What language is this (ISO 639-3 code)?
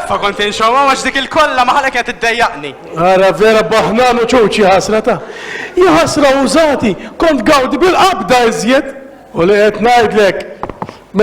mlt